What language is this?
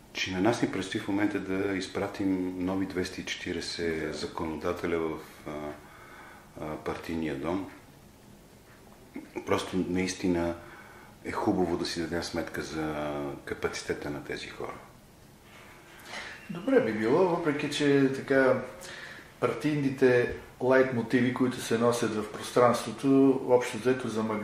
Bulgarian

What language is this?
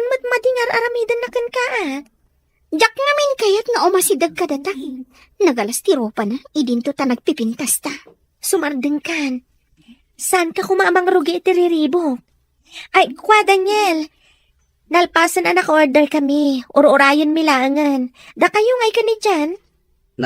Iloko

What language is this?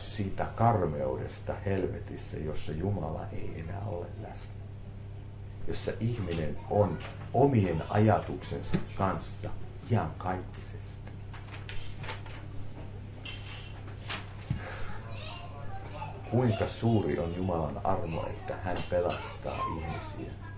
Finnish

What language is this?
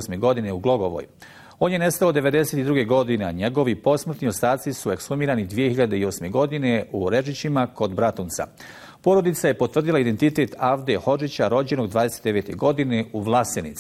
Bosnian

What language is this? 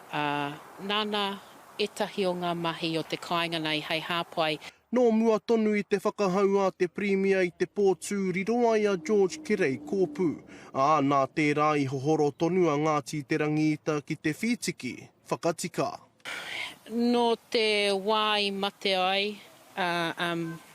Māori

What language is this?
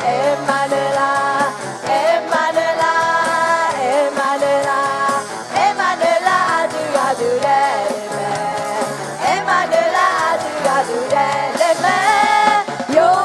Akha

